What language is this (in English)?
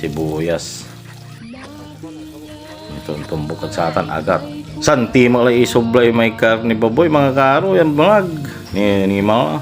Pangasinan